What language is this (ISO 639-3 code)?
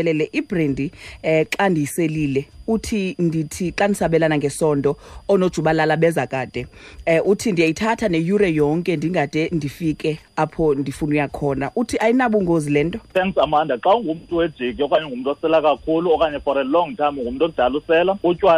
xho